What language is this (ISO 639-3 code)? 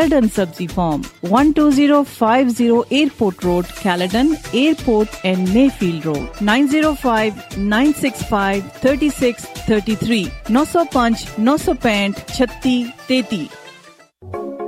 pan